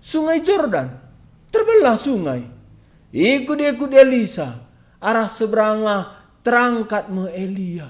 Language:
Batak Karo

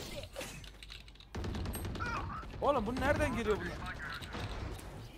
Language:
Turkish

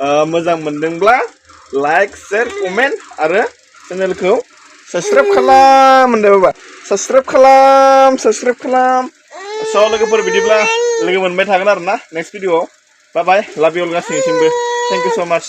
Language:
Bodo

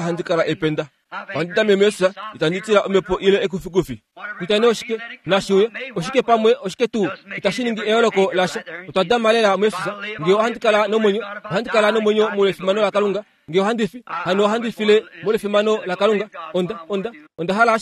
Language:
Kuanyama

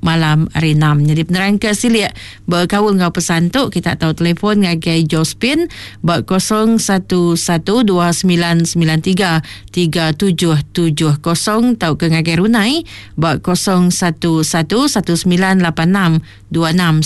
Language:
Iban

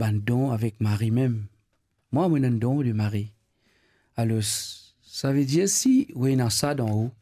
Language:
Morisyen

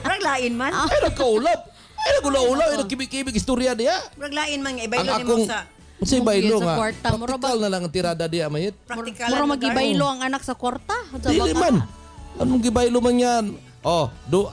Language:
Cebuano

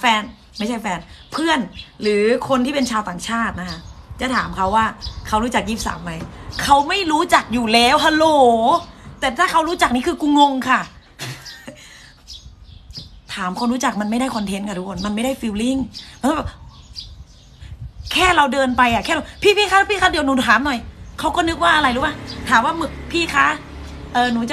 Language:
Thai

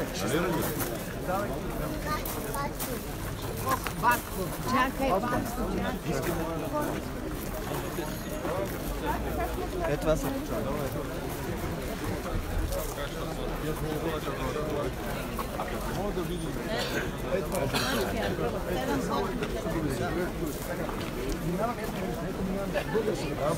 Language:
Bulgarian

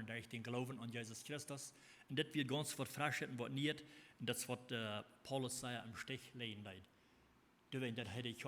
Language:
Plautdietsch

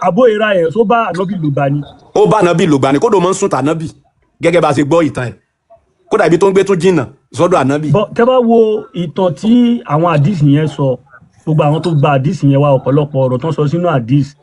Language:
Yoruba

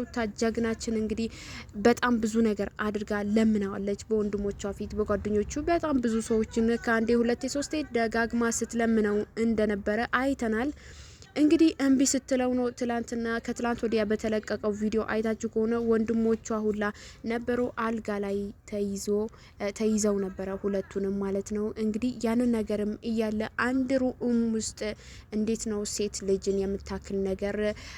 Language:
Amharic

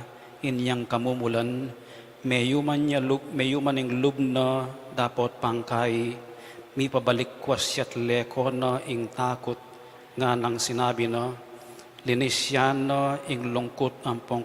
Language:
Pampanga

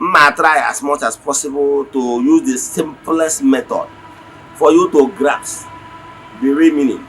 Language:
Igbo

